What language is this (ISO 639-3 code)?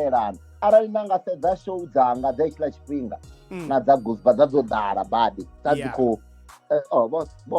ven